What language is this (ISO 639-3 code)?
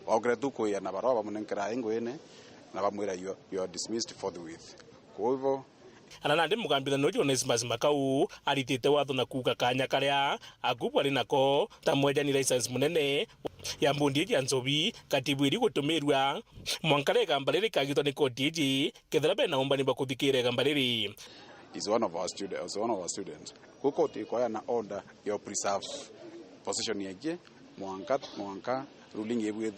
mer